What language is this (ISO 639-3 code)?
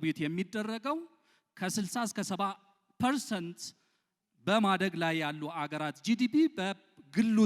amh